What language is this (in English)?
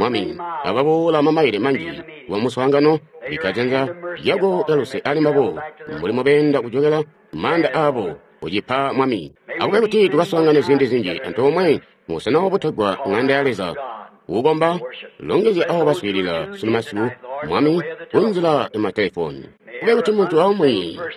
Tonga (Zambia)